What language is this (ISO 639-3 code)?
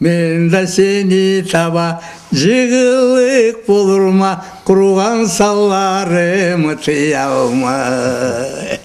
krc